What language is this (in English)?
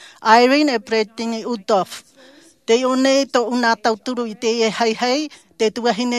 Tahitian